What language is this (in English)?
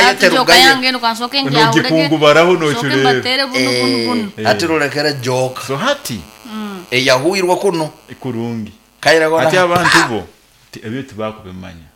Nyoro